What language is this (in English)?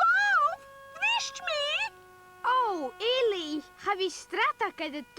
Scottish Gaelic